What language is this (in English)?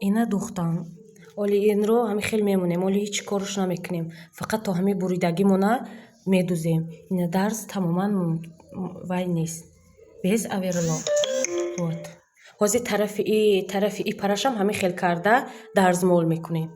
Tajik